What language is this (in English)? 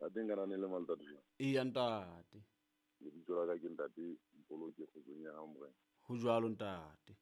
Southern Sotho